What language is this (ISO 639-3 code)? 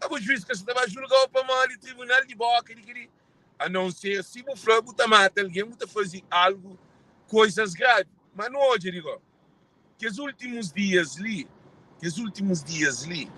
kea